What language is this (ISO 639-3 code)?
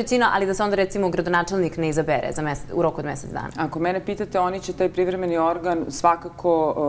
bos